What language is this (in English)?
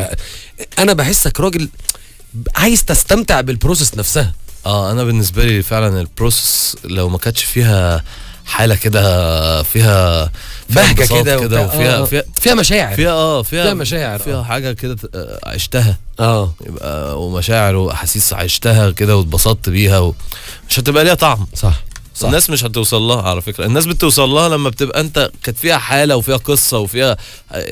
Egyptian Arabic